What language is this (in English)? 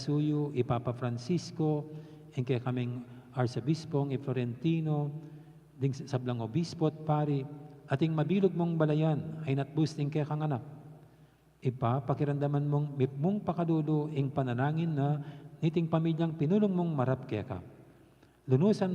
Pampanga